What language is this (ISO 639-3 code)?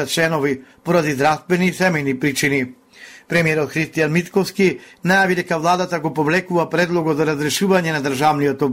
mkd